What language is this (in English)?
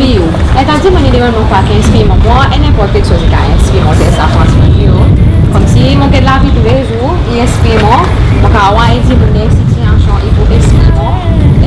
Seselwa Creole French